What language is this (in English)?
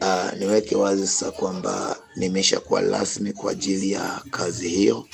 Swahili